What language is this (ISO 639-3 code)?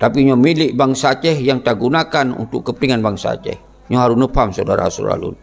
ace